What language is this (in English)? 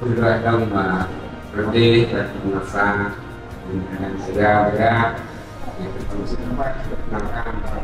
Central Mnong